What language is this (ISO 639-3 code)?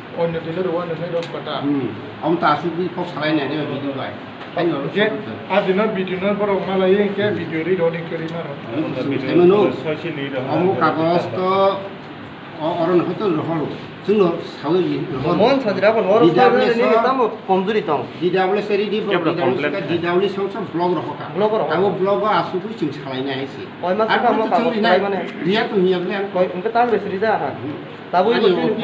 ria